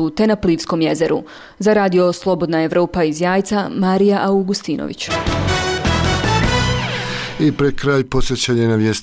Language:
Bosnian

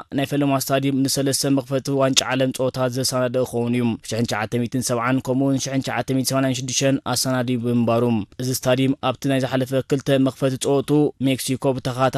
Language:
Tigrinya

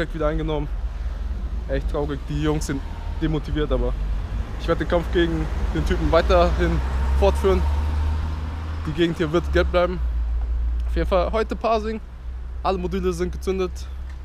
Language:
German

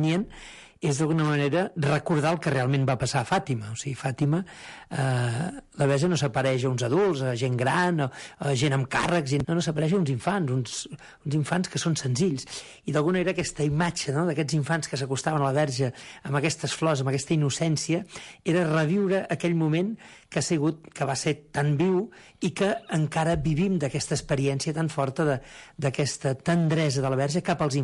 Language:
Catalan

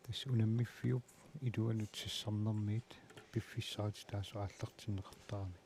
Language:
Kalaallisut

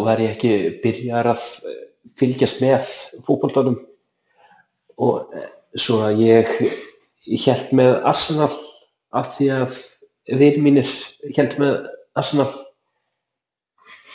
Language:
Icelandic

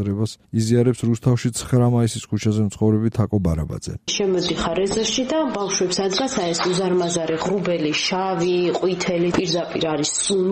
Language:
Georgian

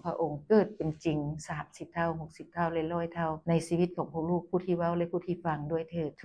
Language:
Lao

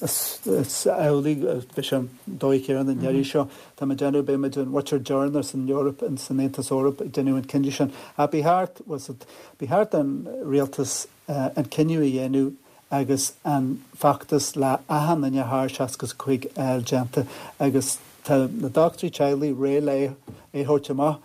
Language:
Irish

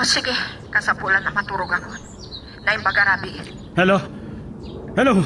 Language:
Iloko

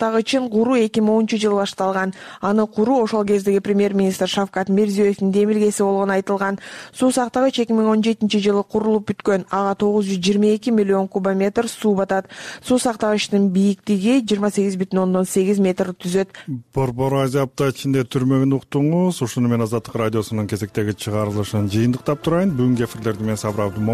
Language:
Kyrgyz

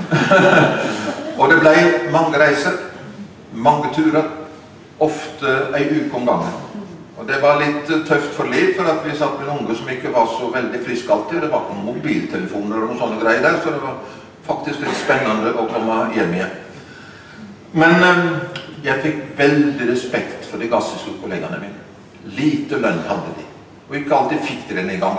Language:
Norwegian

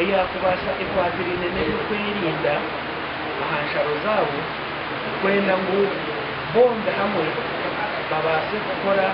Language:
Nyankole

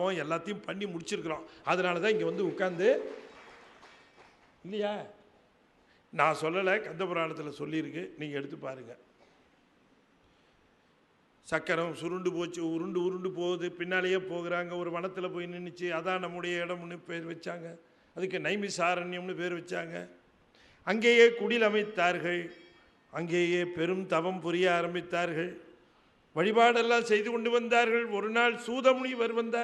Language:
Tamil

